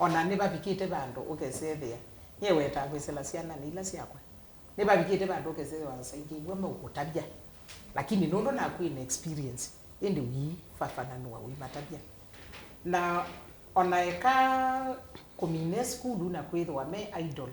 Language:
Kamba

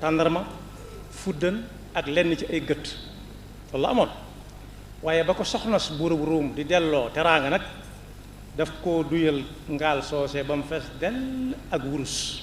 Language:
Wolof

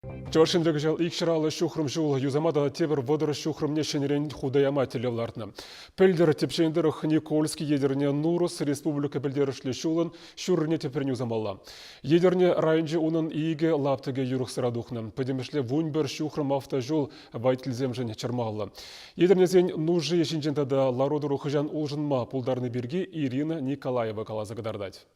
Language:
Chuvash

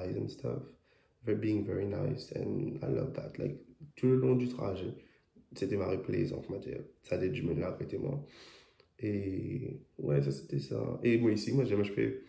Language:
Morisyen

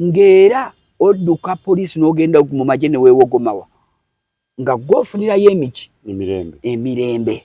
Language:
Ganda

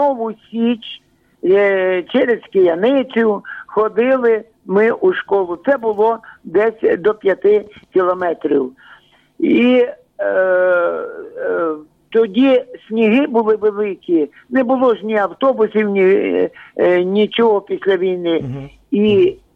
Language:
Ukrainian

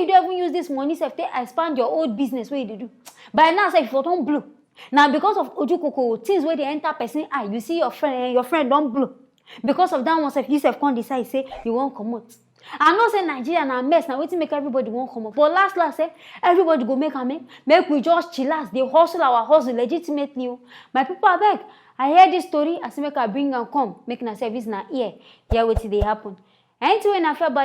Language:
Nigerian Pidgin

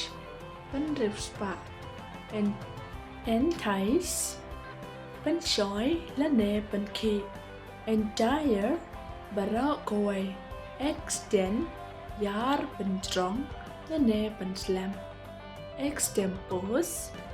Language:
Khasi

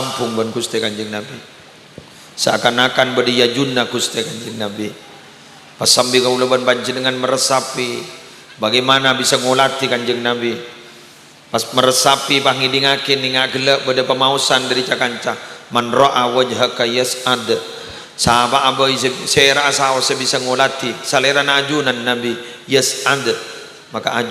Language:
Madurese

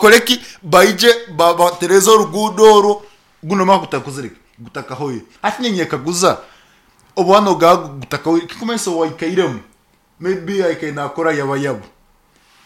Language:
Nyoro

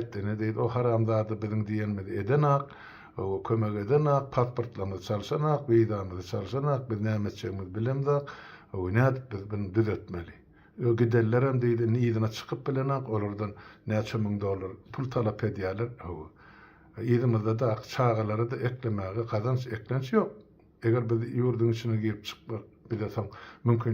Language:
Turkmen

